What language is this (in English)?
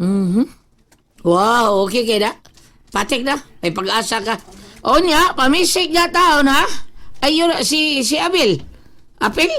Cebuano